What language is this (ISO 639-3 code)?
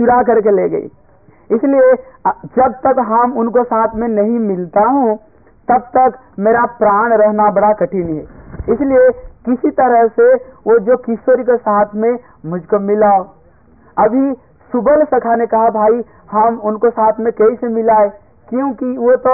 hin